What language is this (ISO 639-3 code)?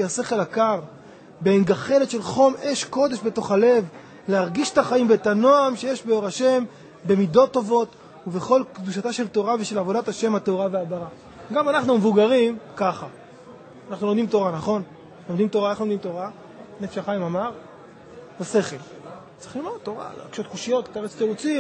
heb